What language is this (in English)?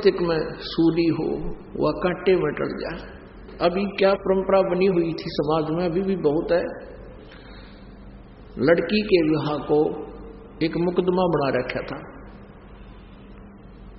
Hindi